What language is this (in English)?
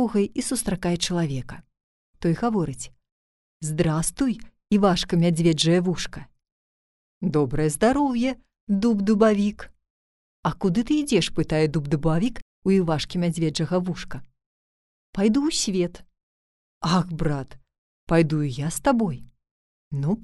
Belarusian